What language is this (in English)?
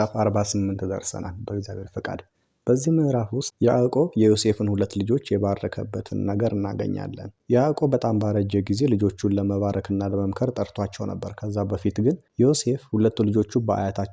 Amharic